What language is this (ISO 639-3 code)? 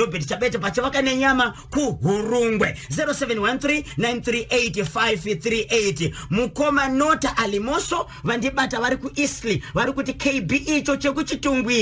sna